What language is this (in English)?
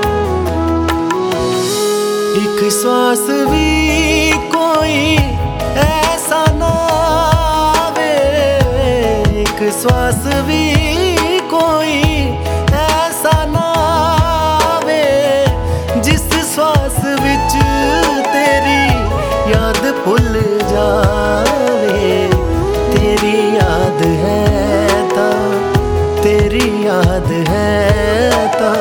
Hindi